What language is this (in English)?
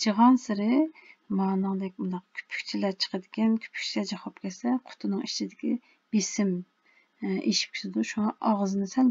Uyghur